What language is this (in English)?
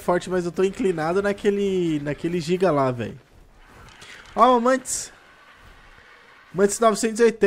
Portuguese